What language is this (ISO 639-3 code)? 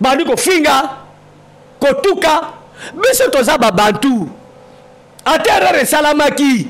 lin